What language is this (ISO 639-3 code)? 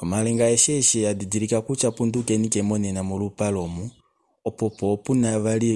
kua